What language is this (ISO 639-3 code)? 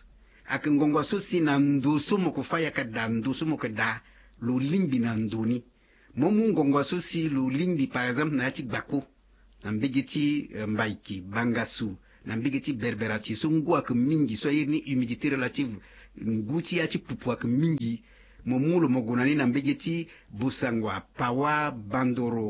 sag